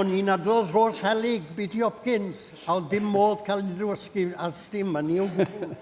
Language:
Welsh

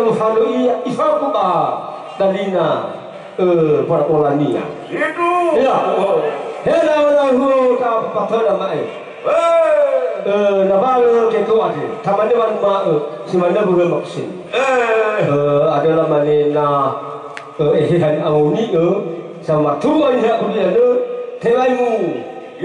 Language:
Nias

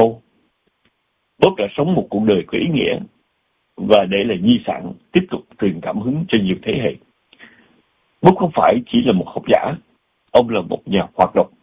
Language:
Vietnamese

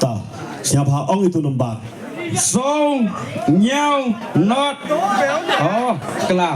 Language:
Khasi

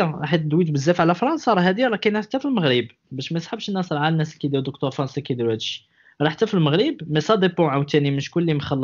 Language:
Moroccan Arabic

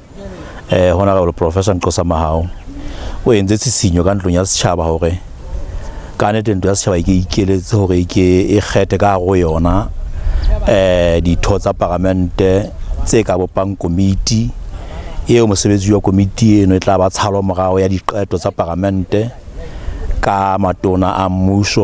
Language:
Southern Sotho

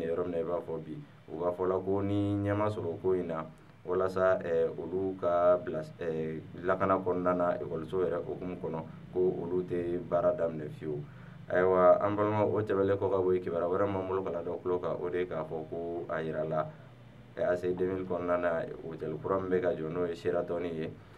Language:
Bambara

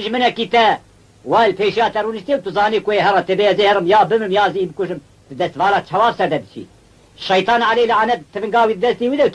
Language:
Kurdish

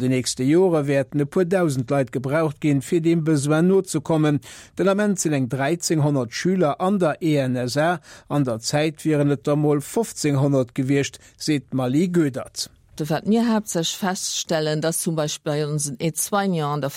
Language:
Luxembourgish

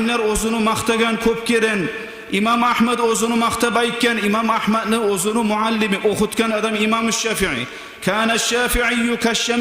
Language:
Kumyk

